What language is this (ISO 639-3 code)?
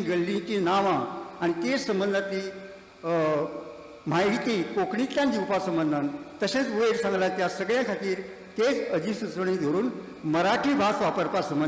kok